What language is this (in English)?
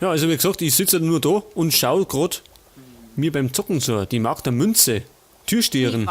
Bavarian